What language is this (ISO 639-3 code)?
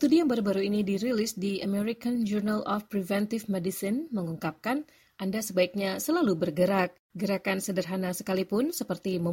ind